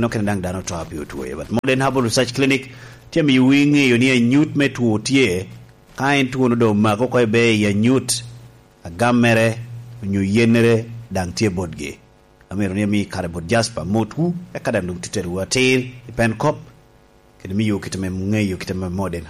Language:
Lango (Uganda)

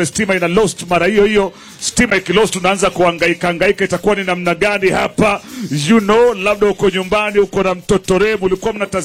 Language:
Swahili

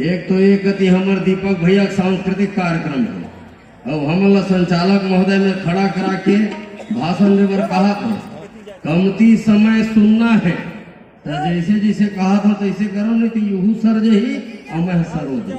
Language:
Chhattisgarhi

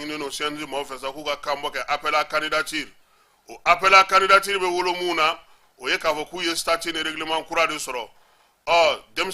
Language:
Bambara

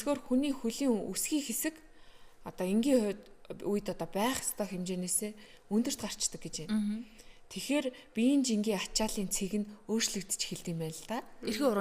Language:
Mongolian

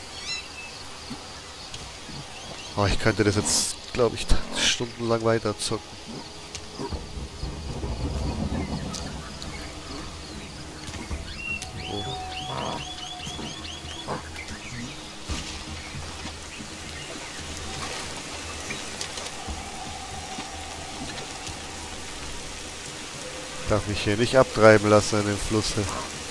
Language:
German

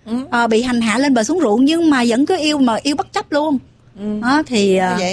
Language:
Vietnamese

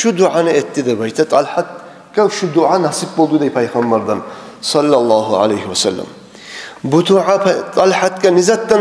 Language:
Kumyk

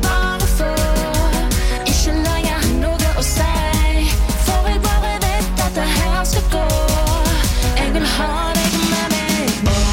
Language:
Norwegian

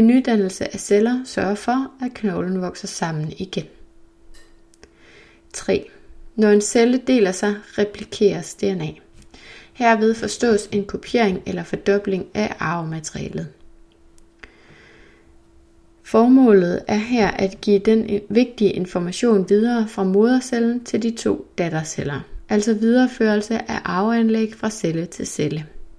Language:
Danish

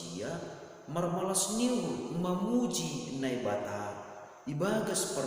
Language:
Batak Simalungun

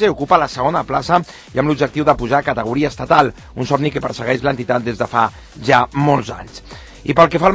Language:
Catalan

